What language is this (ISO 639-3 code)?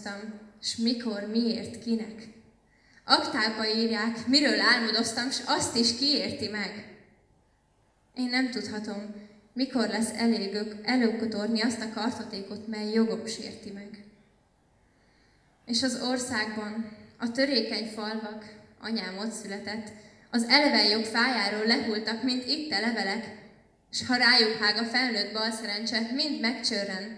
hun